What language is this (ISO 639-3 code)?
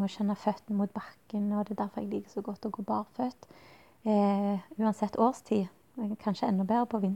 nor